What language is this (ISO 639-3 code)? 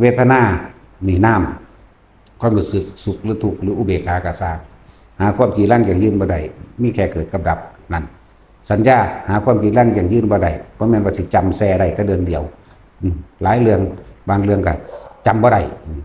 lao